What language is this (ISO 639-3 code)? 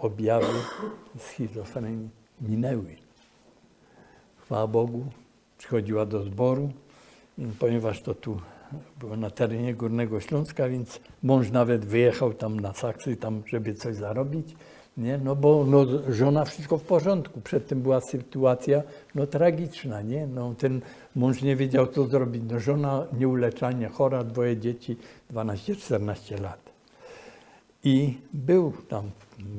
pol